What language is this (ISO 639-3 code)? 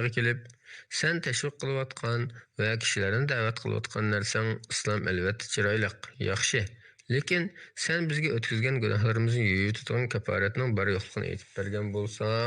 uig